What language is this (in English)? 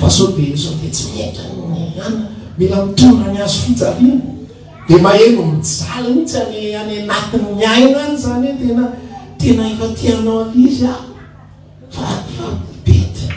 Malagasy